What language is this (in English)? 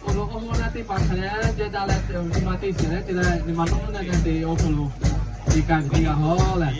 Lahu